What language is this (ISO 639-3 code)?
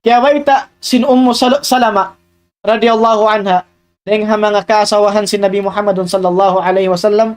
tsg